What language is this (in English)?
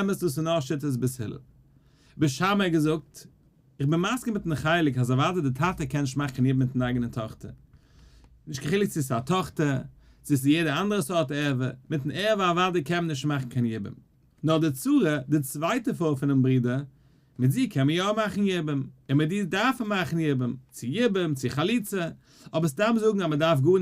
Yiddish